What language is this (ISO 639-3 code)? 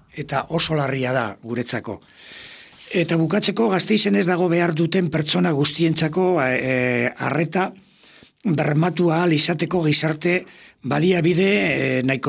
eus